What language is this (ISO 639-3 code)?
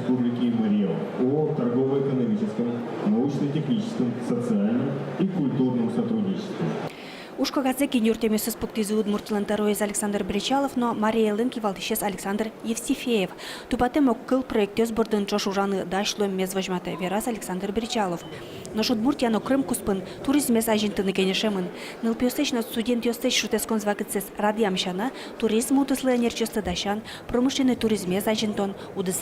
udm